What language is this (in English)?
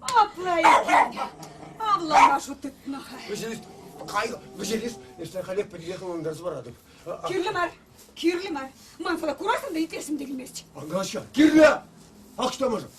Chuvash